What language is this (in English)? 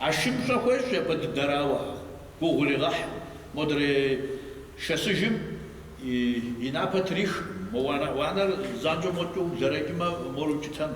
Kabardian